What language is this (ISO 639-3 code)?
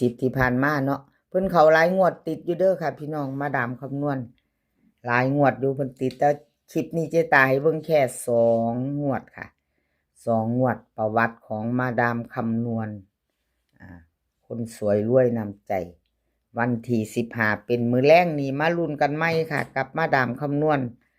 tts